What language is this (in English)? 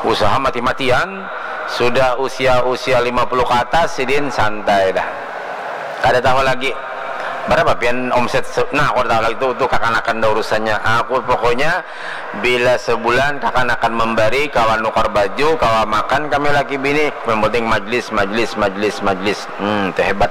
Banjar